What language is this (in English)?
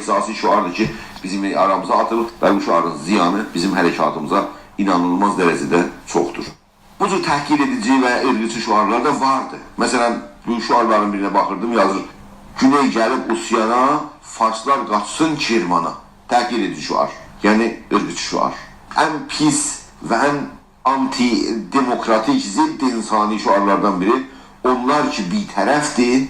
South Azerbaijani